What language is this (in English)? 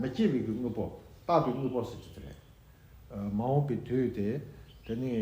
Tibetan